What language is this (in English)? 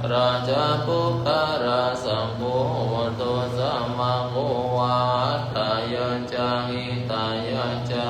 Pali